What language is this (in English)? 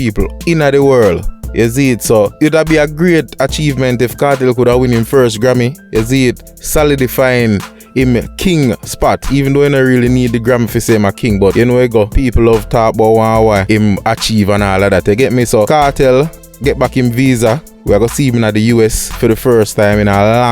Jamaican Creole English